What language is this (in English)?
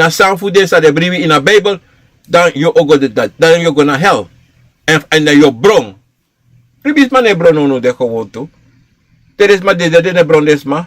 Sranan Tongo